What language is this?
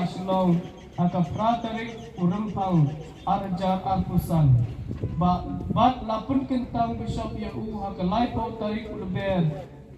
Khasi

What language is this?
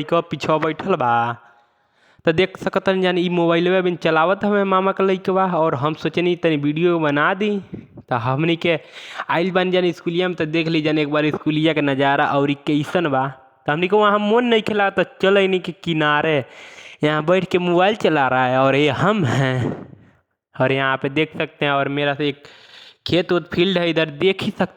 Bhojpuri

